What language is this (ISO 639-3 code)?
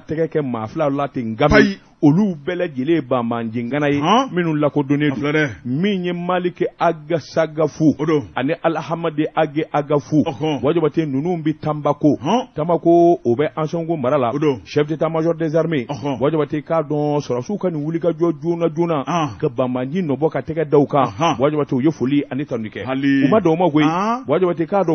bam